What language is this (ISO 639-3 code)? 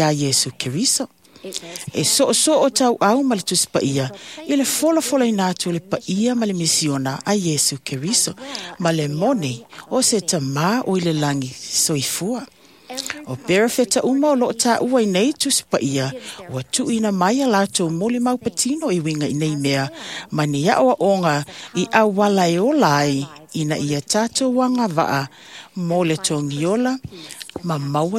smo